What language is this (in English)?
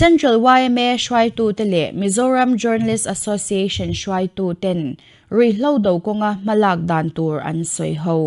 Mizo